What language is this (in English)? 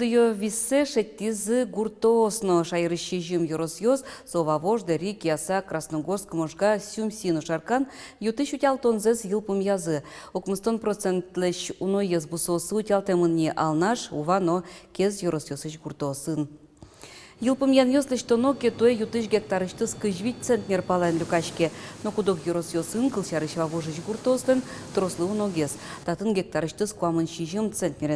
Udmurt